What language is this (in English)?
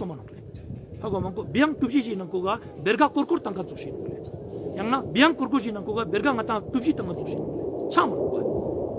Ladakhi